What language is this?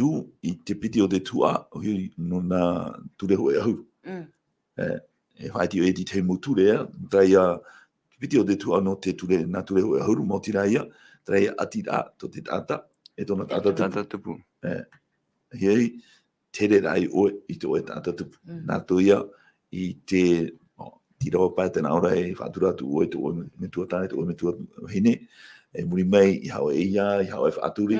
Tahitian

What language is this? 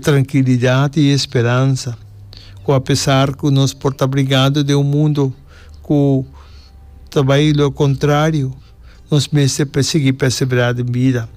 Papiamento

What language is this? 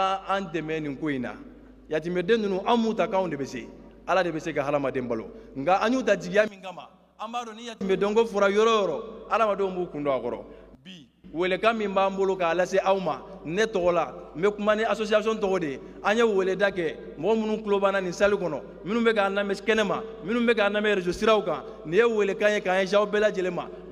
Bambara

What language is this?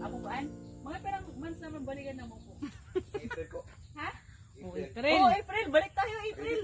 Rinconada Bikol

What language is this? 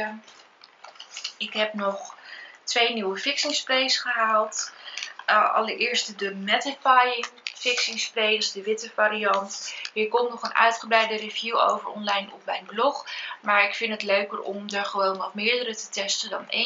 Dutch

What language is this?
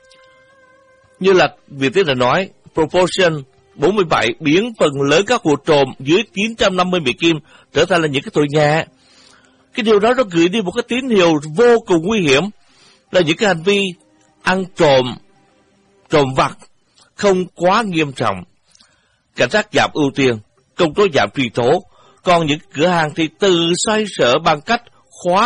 Vietnamese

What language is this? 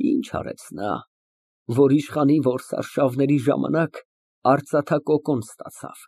Armenian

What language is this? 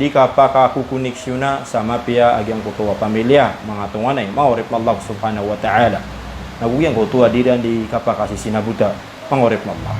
Maranao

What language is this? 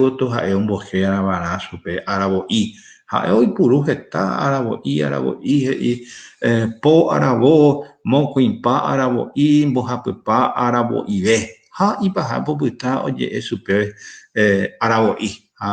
Guarani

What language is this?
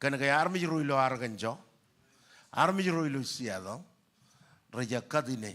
Marshallese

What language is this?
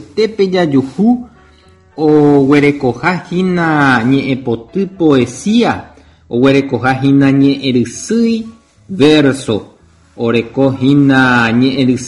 Guarani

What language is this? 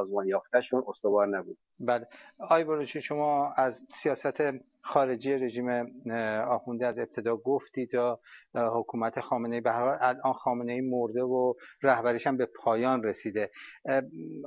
Persian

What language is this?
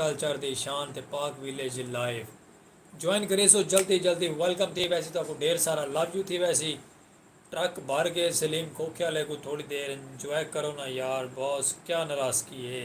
Saraiki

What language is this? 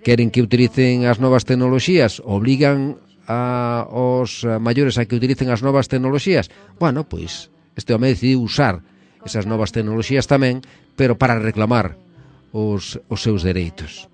Galician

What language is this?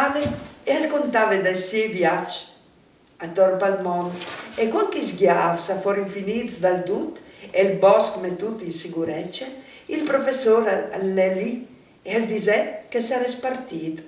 Friulian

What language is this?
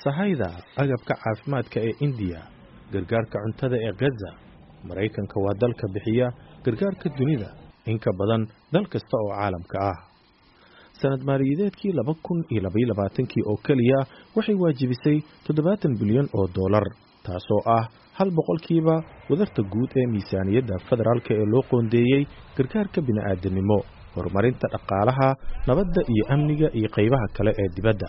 Somali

